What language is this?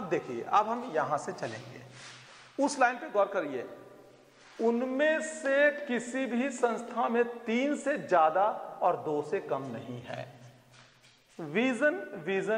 Hindi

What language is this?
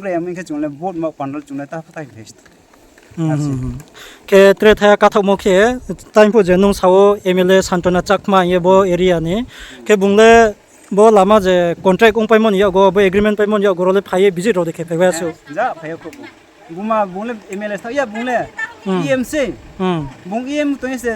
Riang (India)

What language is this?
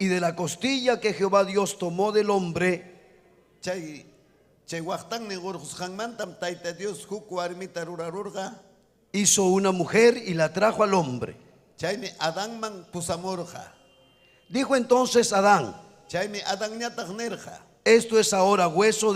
Ayacucho Quechua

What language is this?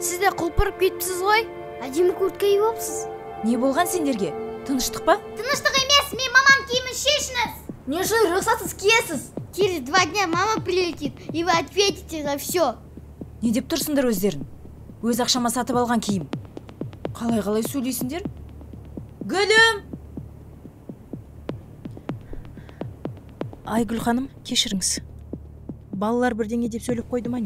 Kazakh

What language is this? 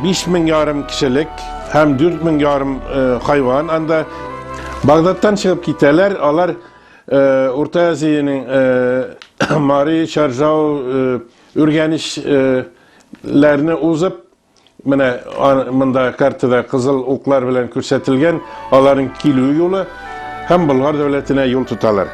Tatar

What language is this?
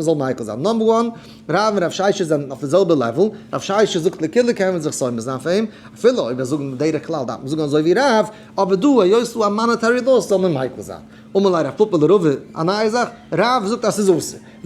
Yiddish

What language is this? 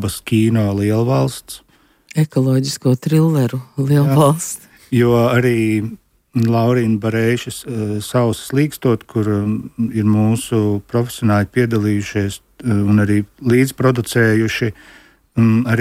Latvian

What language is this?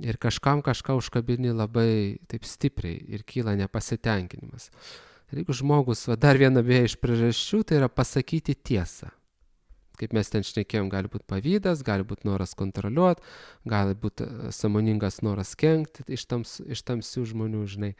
Lithuanian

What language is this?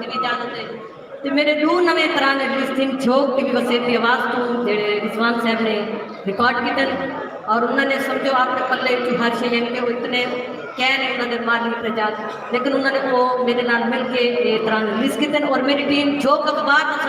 Saraiki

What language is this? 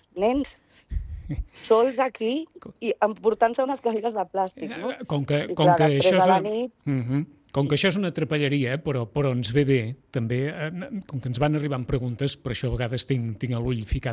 Catalan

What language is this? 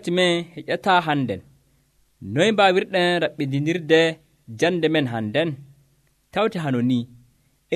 Nigerian Fulfulde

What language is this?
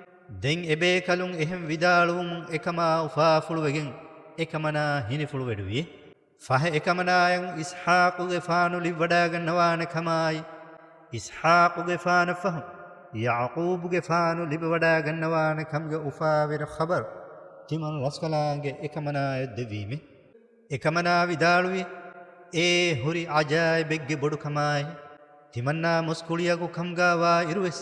Divehi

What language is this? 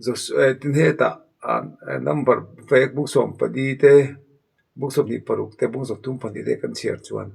Mizo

